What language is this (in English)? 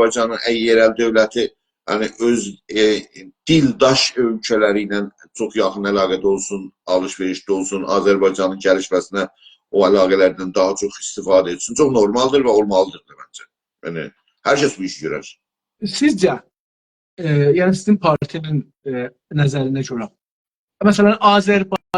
South Azerbaijani